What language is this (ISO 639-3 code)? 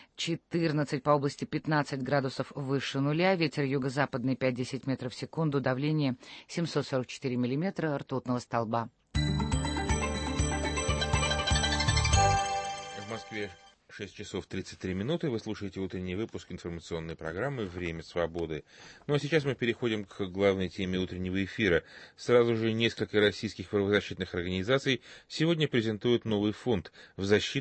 rus